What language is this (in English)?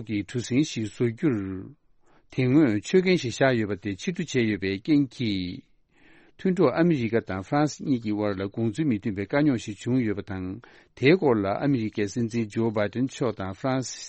Tibetan